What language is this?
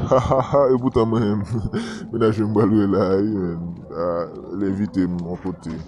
Haitian Creole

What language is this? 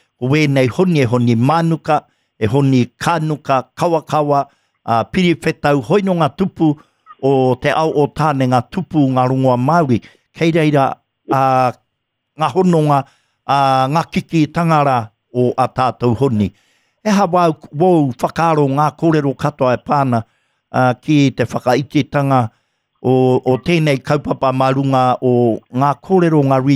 Māori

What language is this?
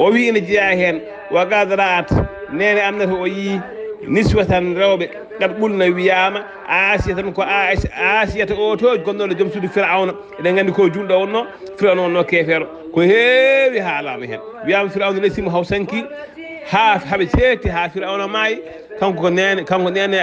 Fula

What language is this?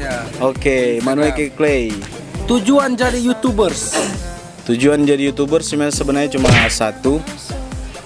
Manado Malay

